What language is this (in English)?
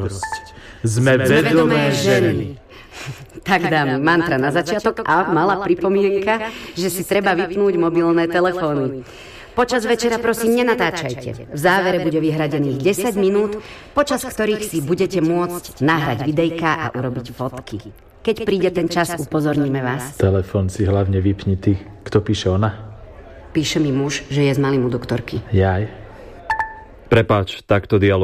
Slovak